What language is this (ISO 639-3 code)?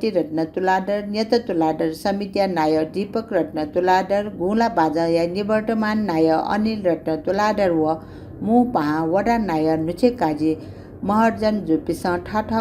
new